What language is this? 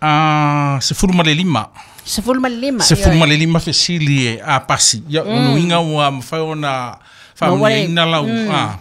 Samoan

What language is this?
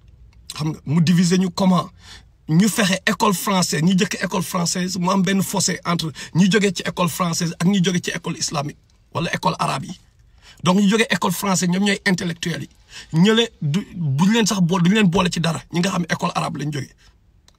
Wolof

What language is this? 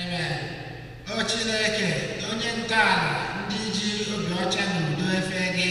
Igbo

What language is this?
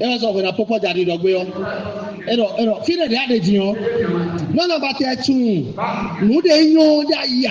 Fon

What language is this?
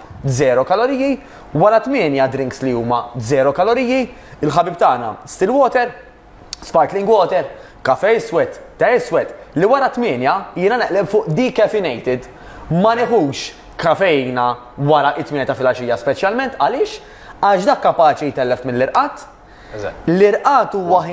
Maltese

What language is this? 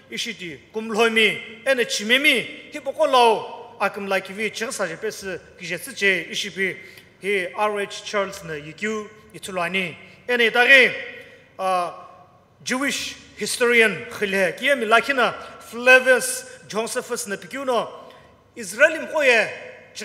Sumi Naga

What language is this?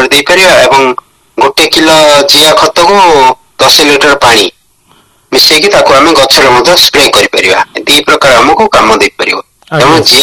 Odia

